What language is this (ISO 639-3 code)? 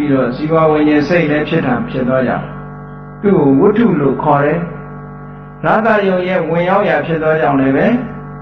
mya